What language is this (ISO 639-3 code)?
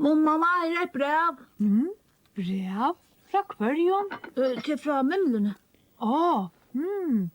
fao